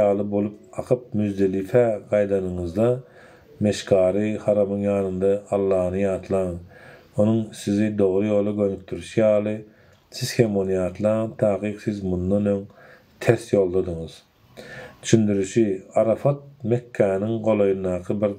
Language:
Turkmen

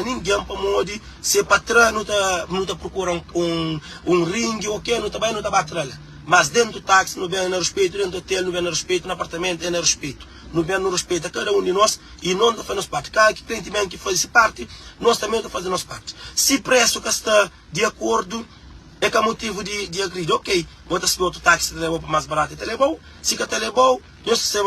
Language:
Kabuverdianu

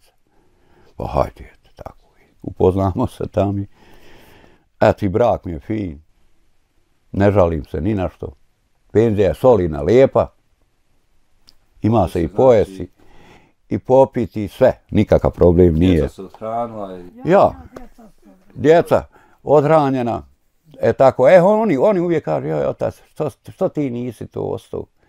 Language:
Bosnian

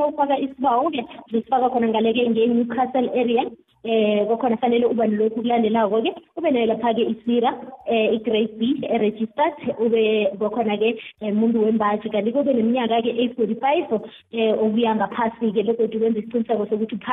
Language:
South Ndebele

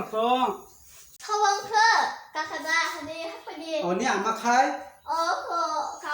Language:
Kok Borok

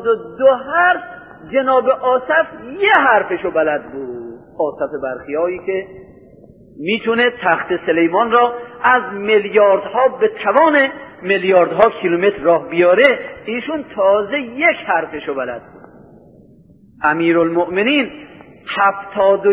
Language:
Persian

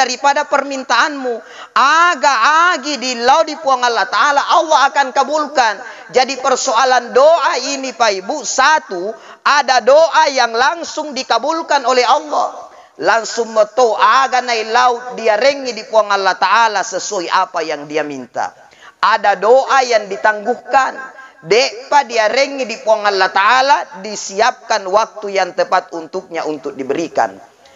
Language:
Buginese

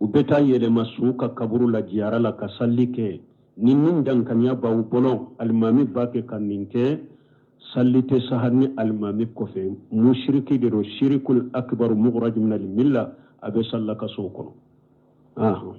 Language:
Bambara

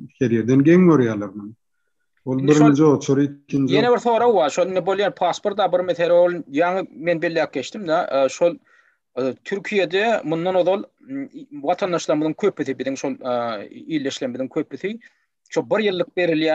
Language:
Turkmen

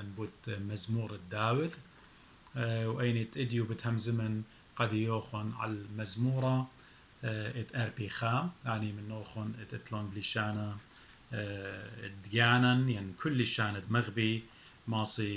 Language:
Assyrian Neo-Aramaic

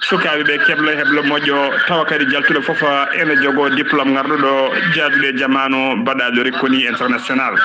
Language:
Fula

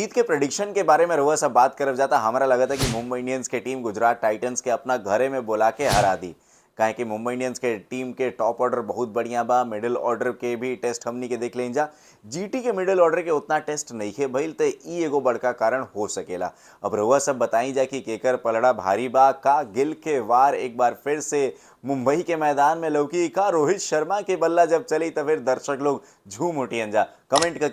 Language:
Bhojpuri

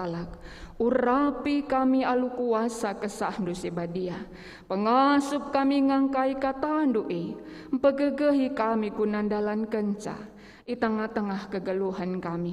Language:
Batak Karo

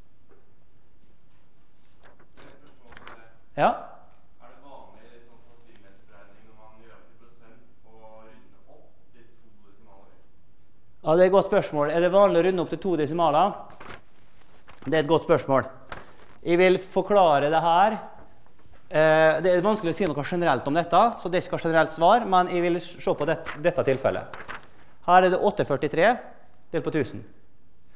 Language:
Norwegian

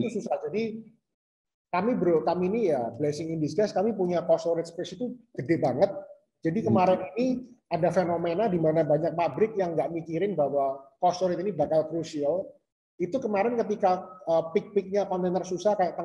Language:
Indonesian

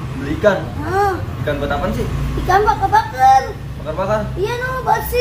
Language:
Betawi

